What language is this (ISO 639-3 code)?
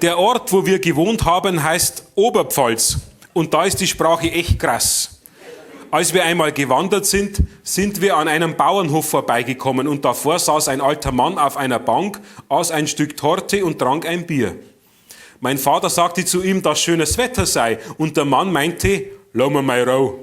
bar